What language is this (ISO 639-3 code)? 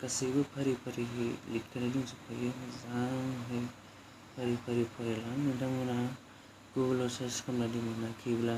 brx